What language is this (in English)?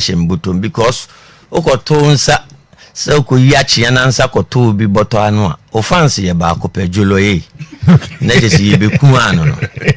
Akan